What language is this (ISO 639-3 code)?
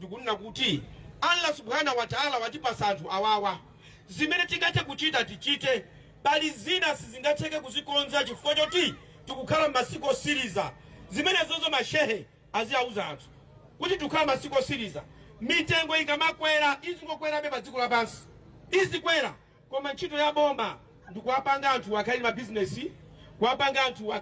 nya